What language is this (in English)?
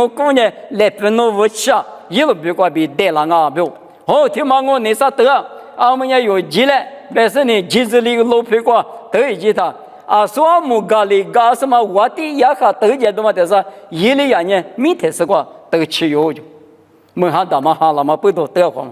Lisu